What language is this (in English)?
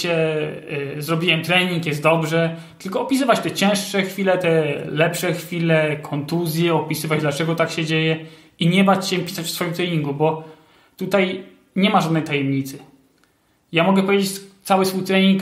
Polish